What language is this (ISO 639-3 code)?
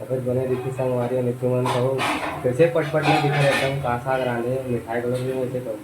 hne